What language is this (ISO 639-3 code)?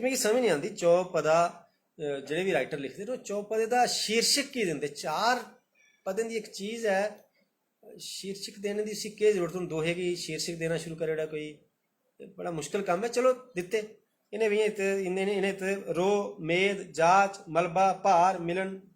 doi